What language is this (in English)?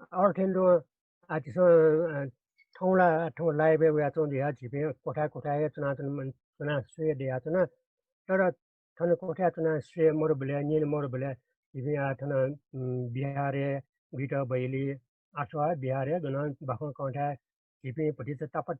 Newari